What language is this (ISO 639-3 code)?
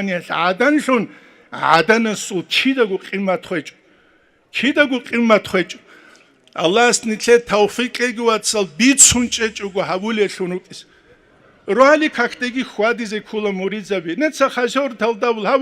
ava